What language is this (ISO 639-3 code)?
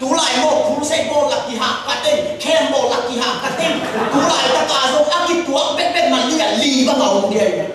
ctd